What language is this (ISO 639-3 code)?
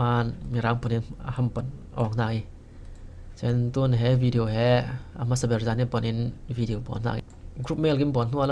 cfm